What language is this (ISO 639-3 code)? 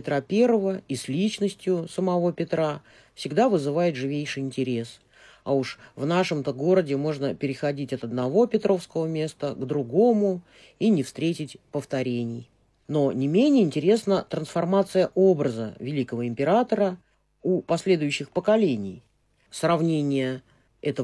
rus